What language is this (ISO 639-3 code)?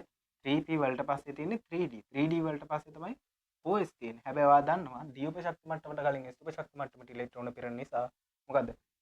sin